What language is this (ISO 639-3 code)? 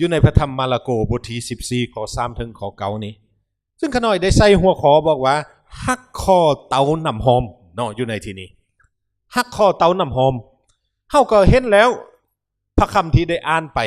lao